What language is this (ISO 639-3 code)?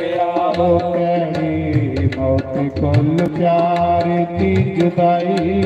doi